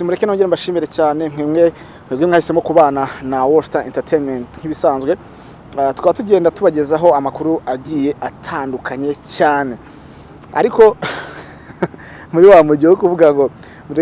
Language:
Kinyarwanda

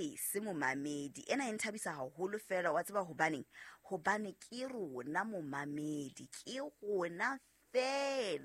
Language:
Southern Sotho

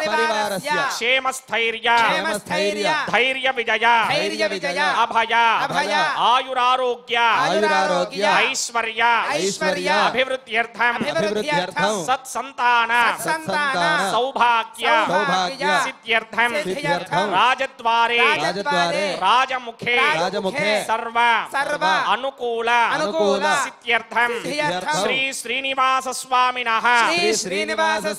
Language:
Telugu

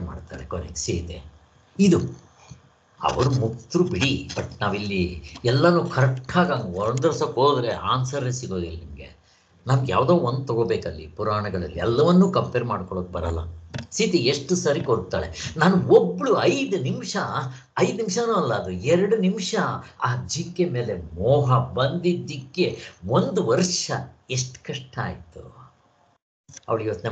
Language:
Kannada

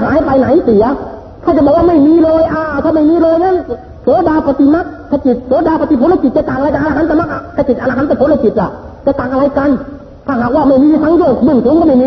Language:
Thai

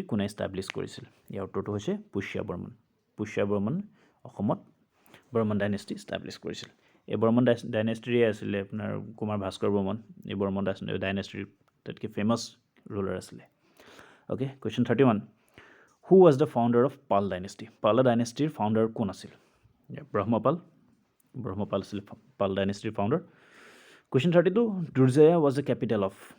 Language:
Assamese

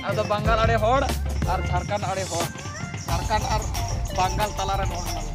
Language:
Santali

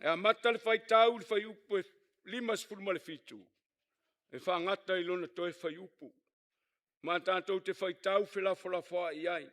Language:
Samoan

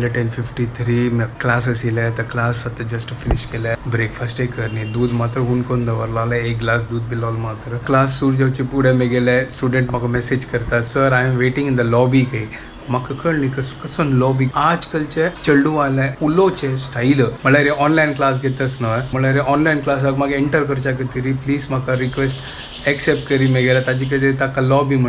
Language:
Konkani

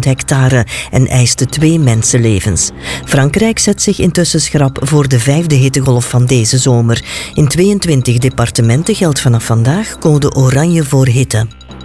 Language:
Dutch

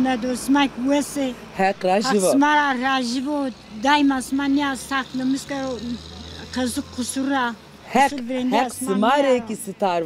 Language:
Zaza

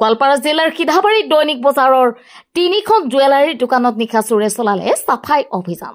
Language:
Assamese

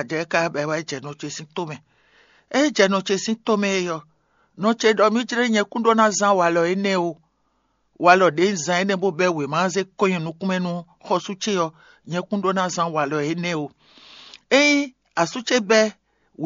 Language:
Fon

